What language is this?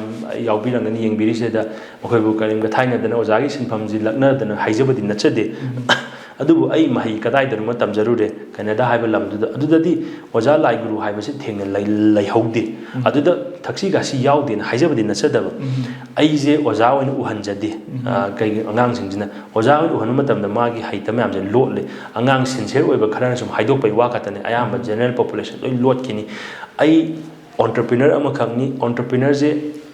Manipuri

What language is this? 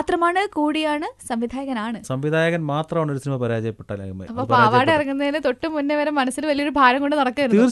Malayalam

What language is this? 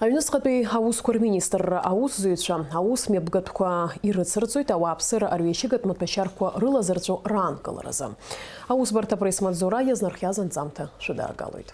Abkhazian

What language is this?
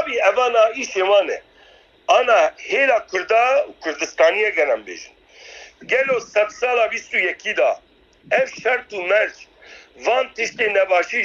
Kurdish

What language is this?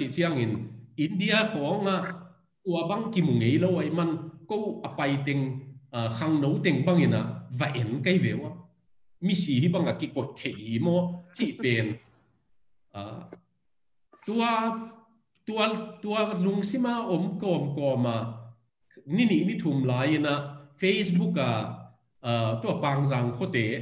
Tedim Chin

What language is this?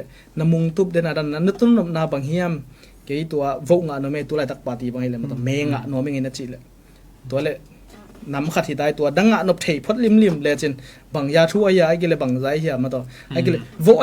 Tedim Chin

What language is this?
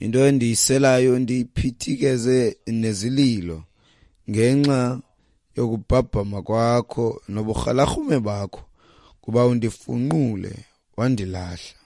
Xhosa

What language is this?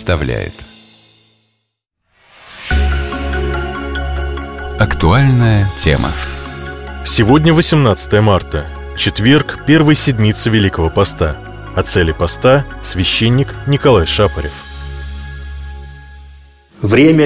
Russian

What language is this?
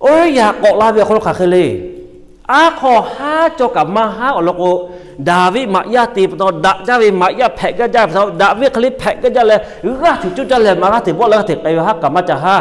Lahu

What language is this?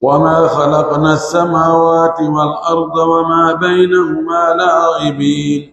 Pular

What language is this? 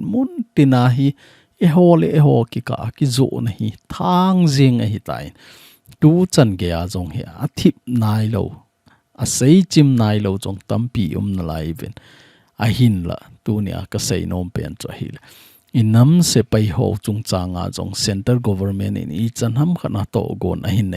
Thado Chin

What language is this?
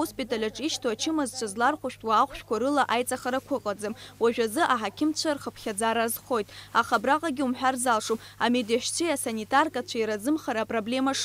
Abkhazian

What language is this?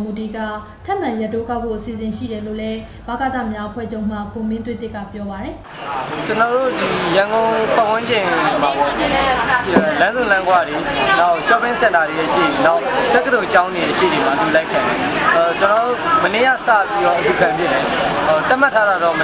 Burmese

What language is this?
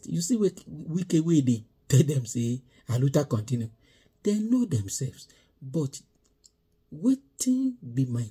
Nigerian Pidgin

